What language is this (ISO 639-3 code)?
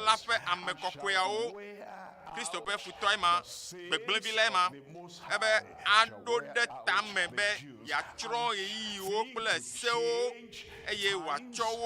ewe